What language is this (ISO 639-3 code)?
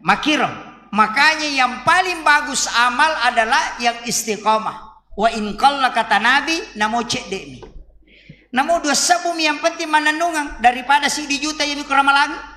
bug